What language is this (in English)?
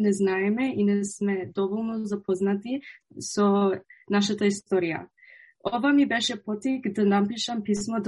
Macedonian